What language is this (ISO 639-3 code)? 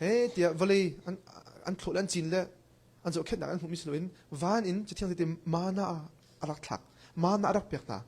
cnh